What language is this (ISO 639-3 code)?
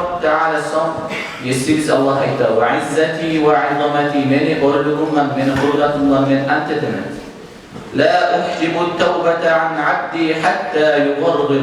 kum